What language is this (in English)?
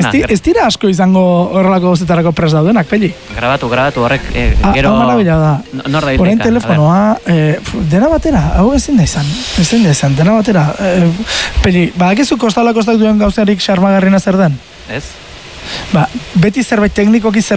Basque